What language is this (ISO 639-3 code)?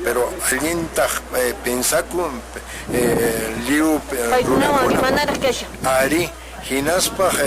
que